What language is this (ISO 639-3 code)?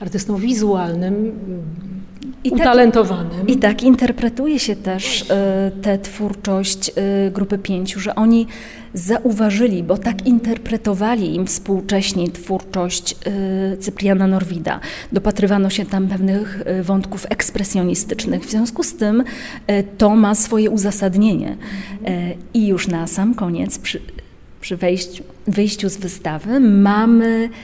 pol